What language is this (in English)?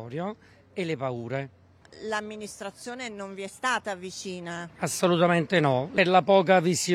Italian